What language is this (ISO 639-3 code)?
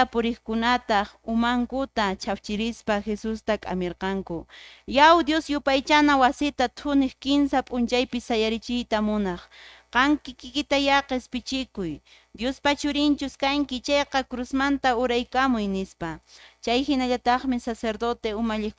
que